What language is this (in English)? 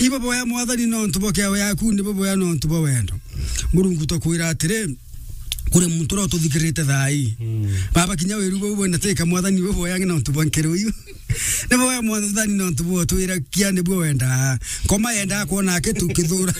Meru